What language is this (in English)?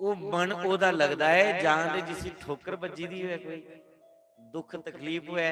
Dogri